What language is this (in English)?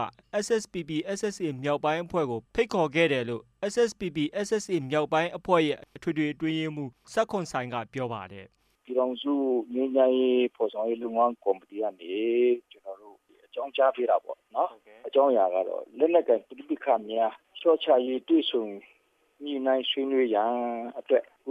Burmese